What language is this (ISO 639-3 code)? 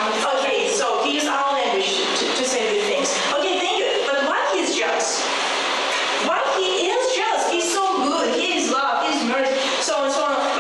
rus